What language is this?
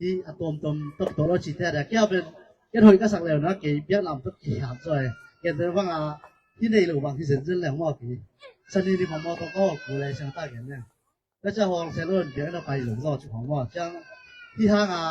Tedim Chin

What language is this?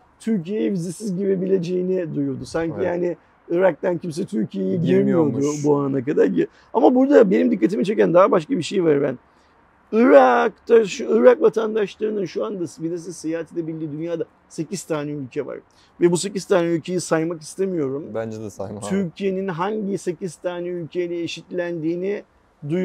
Turkish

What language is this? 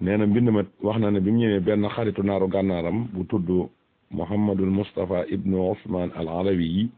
Wolof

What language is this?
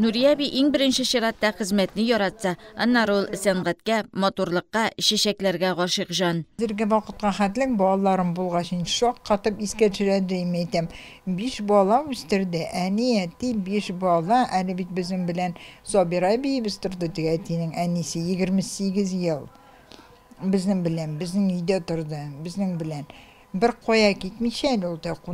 Tatar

